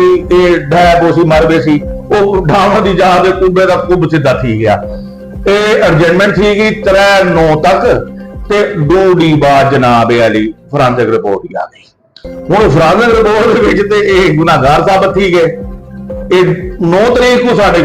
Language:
Saraiki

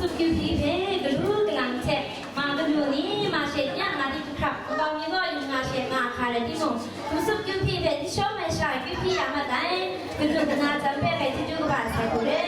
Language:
Kachin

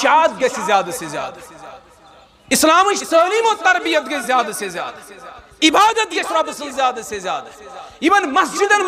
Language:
Kashmiri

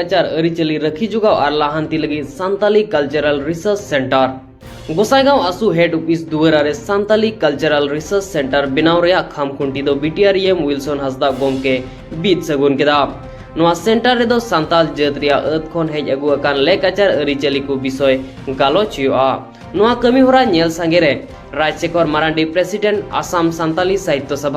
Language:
Santali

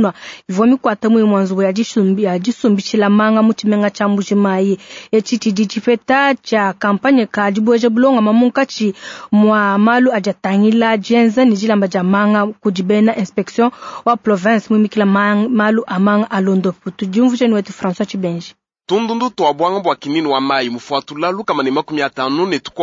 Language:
Luba-Lulua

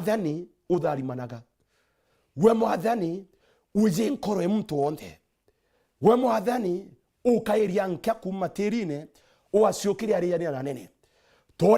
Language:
Meru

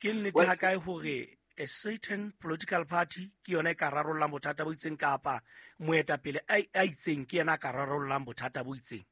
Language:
Southern Sotho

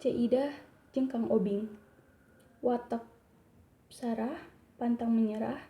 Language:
Sundanese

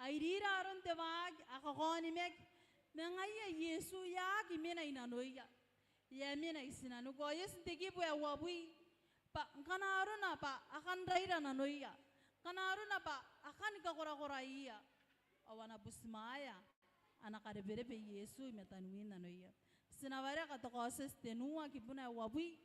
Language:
Gilbertese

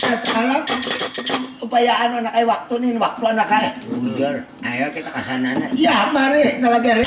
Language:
Banjar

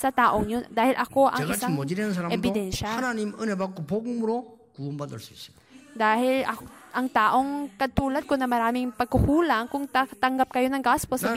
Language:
Filipino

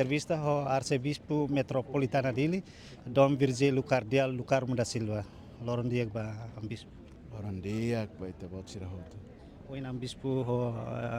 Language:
Tetum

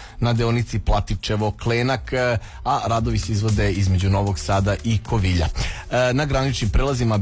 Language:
Serbian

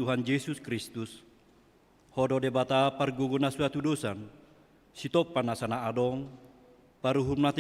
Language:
Batak Toba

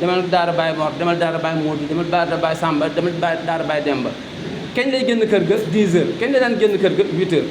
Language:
Wolof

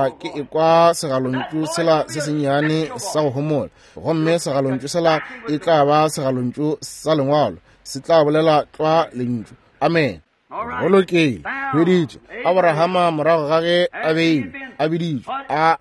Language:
Northern Sotho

